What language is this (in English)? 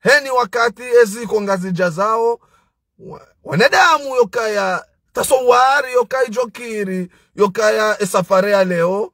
Ngazidja Comorian